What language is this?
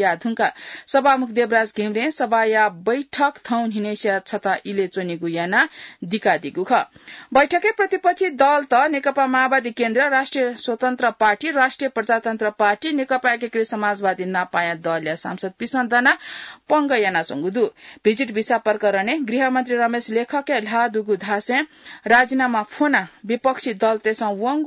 Newari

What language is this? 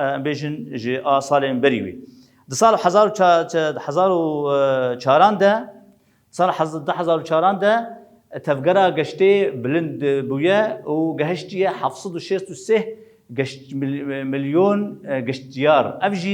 Kurdish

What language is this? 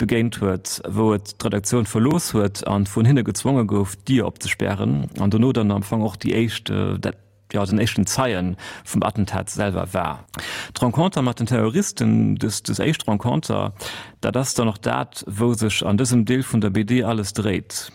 Luxembourgish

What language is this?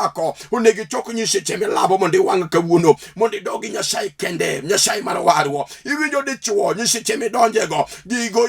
Luo (Kenya and Tanzania)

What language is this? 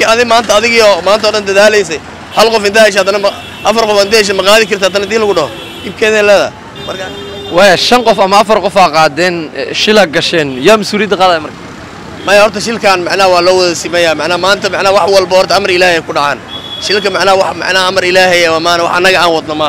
Somali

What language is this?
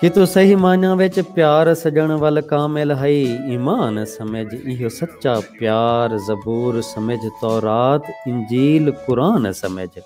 Saraiki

